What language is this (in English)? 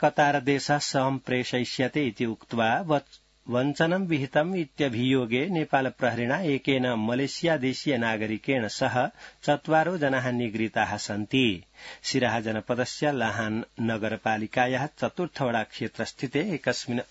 Sanskrit